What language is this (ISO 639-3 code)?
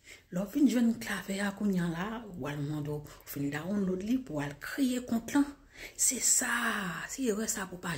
hat